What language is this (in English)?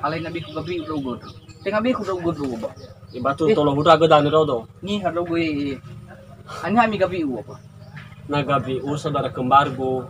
Nias